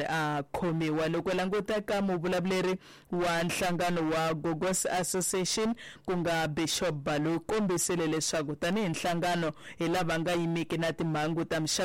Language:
Tsonga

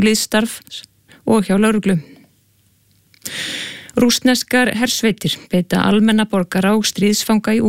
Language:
Icelandic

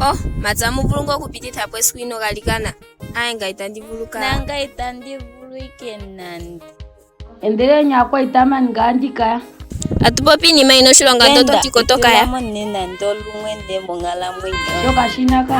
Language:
Ndonga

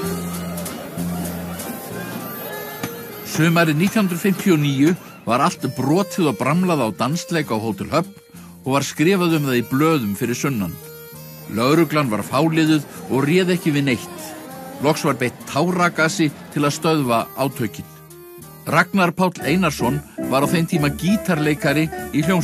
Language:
Icelandic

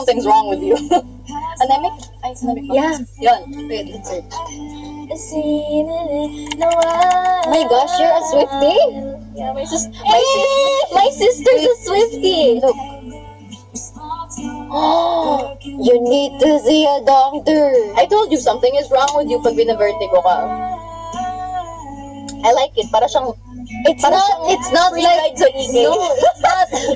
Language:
Filipino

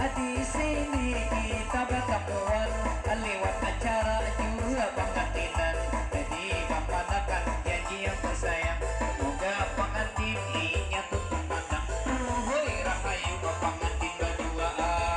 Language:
Banjar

